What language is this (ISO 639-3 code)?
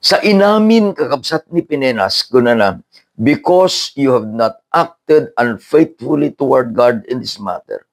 ilo